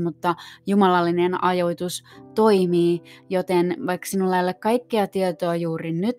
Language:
Finnish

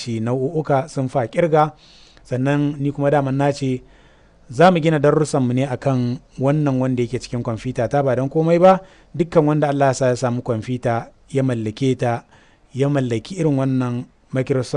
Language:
Hausa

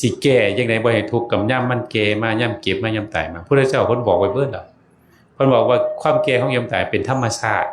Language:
Northeastern Thai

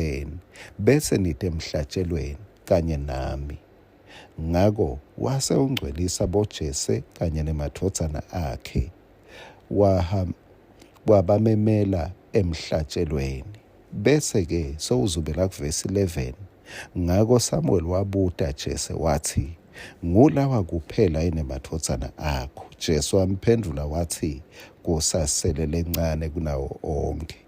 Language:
Swati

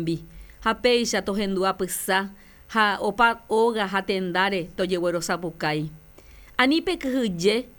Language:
Guarani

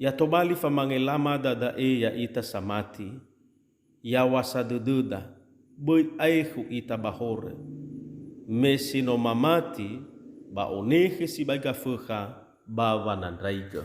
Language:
Nias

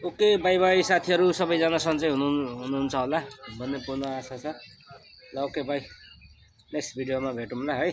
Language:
Nepali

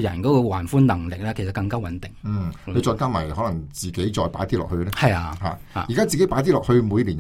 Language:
Cantonese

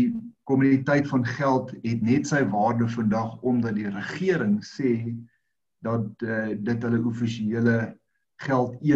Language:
Afrikaans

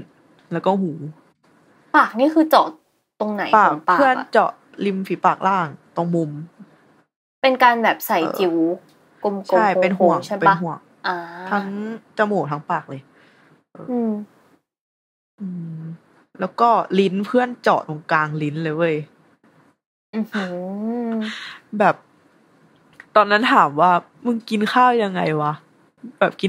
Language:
Thai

